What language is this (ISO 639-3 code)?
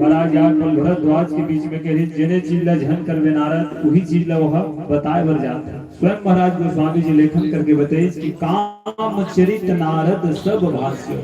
hne